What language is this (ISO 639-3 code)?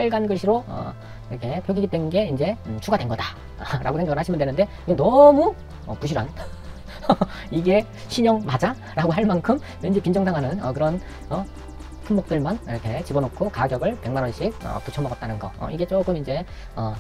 kor